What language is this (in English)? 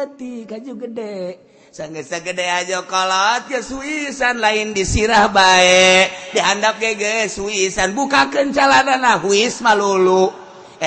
Sundanese